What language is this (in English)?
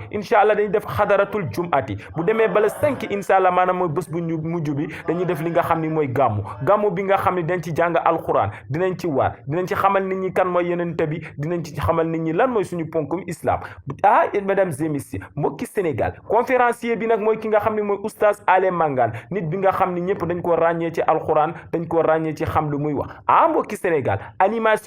Wolof